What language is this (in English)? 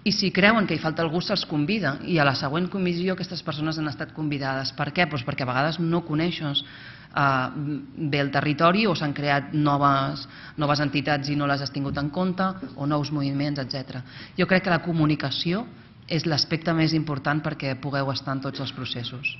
Catalan